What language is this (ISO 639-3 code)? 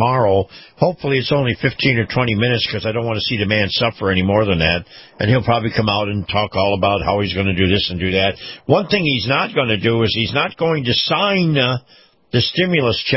eng